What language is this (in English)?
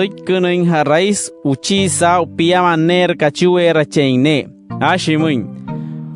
Wayuu